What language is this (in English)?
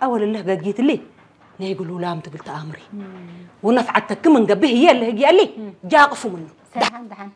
Tigrinya